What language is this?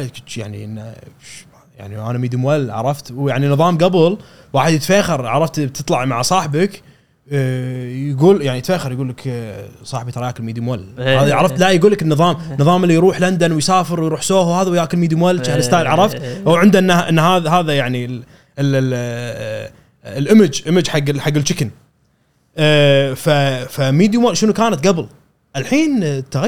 Gulf Arabic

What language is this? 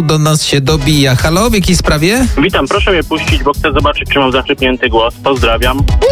Polish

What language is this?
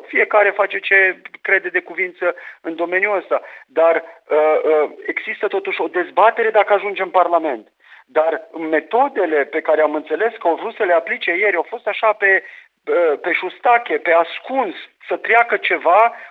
Romanian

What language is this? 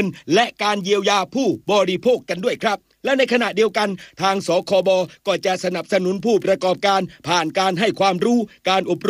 Thai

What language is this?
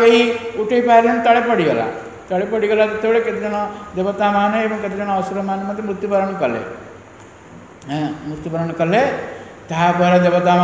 Odia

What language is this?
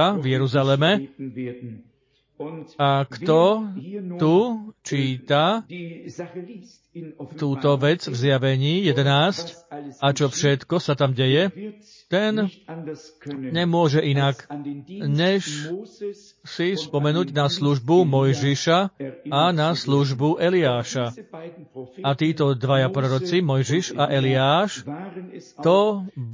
Slovak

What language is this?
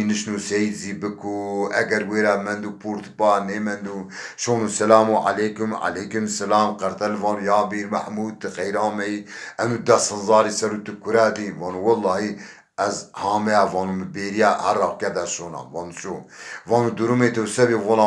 Zaza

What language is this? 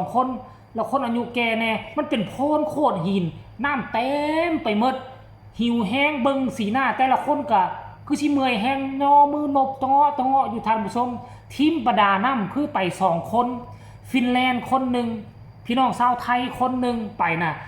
Northeastern Thai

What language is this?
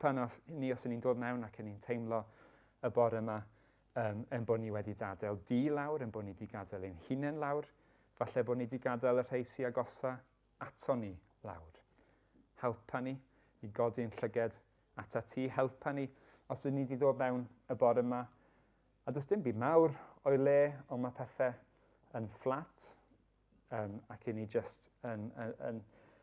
Welsh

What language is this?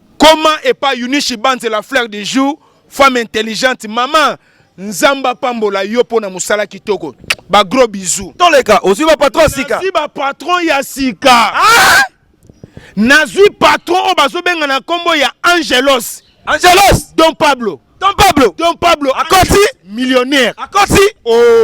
Lingala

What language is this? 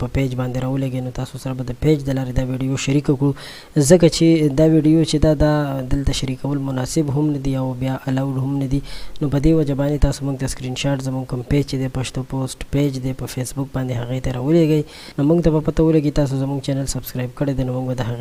Pashto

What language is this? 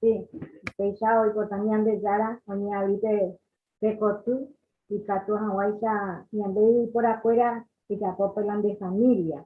Guarani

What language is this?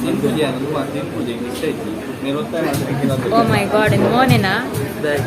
Tulu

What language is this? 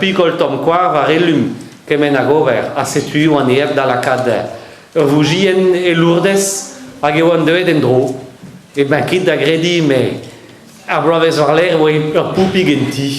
Breton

